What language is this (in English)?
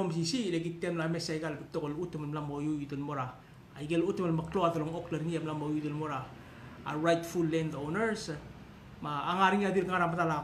Palauan